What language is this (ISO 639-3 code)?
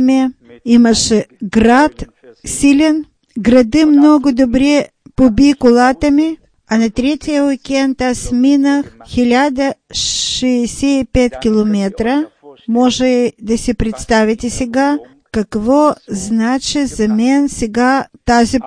bul